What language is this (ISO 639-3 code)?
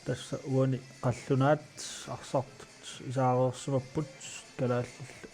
kal